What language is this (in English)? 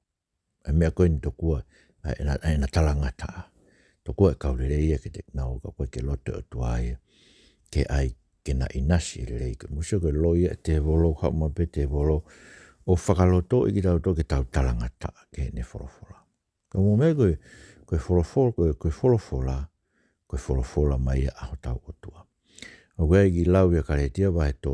Tongan